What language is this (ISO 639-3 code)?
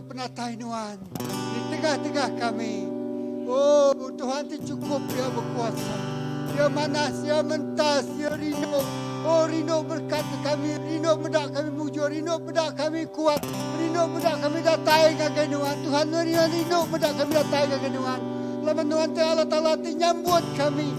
iba